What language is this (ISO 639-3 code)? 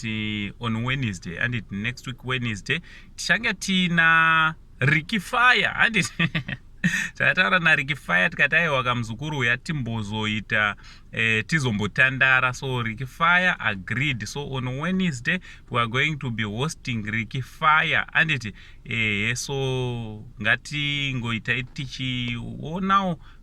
sna